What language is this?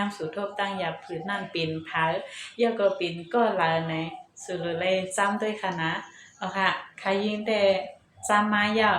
Shan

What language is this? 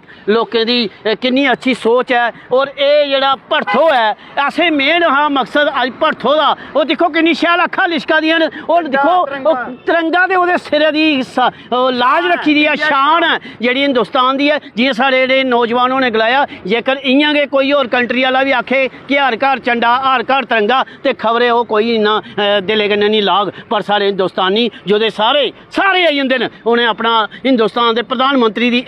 Dogri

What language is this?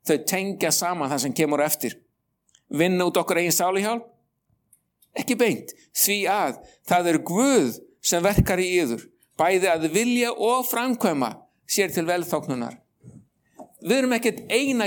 Icelandic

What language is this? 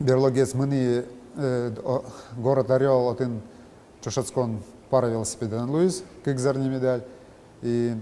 Udmurt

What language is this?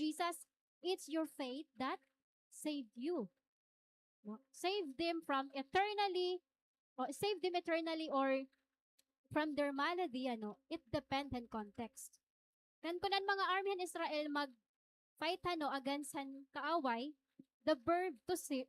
Waray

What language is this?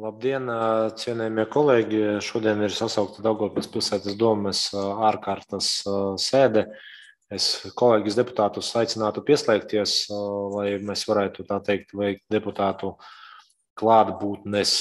Latvian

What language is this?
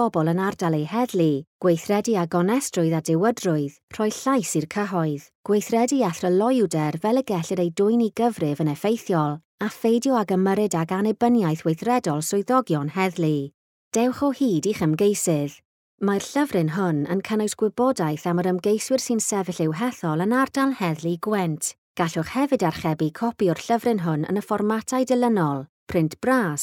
Welsh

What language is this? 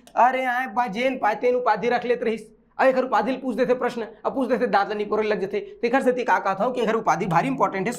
Chhattisgarhi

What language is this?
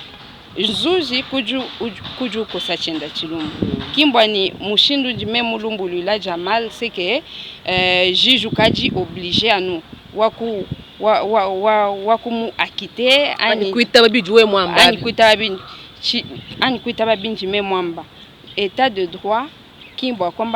Luba-Lulua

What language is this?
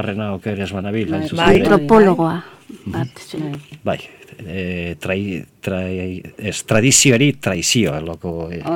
Basque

